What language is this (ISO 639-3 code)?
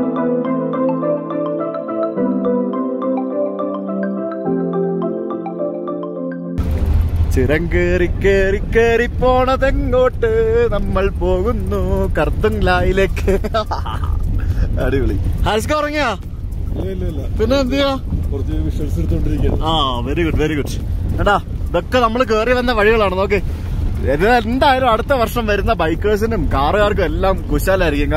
mal